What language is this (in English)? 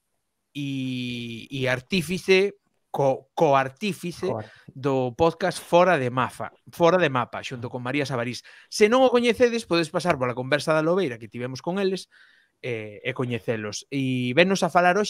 Galician